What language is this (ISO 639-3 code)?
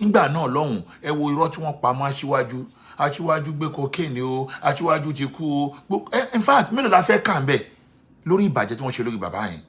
yor